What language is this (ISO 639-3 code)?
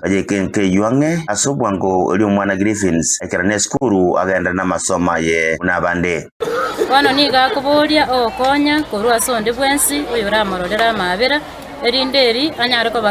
guz